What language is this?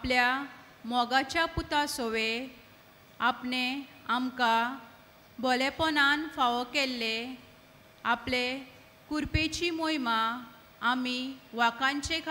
Konkani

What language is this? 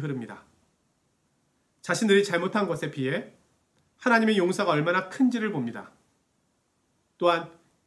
Korean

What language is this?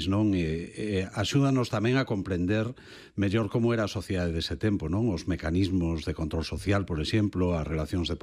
Galician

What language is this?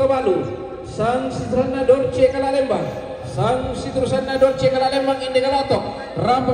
Toraja-Sa'dan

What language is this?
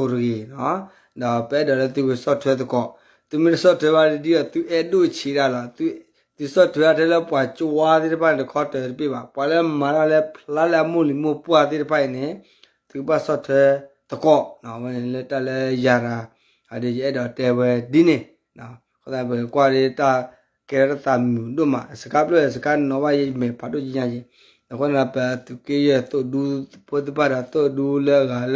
S'gaw Karen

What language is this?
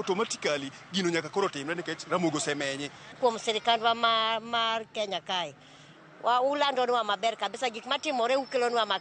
Luo (Kenya and Tanzania)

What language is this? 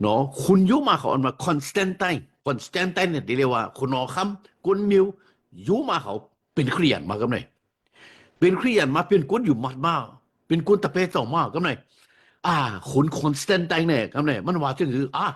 Shan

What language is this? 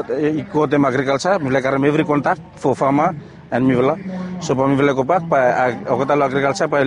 Bislama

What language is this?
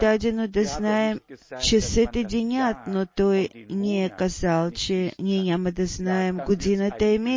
Bulgarian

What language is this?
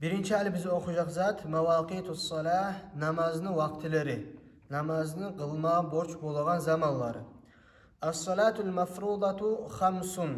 Kumyk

